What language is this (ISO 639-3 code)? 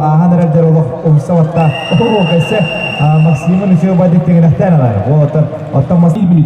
sah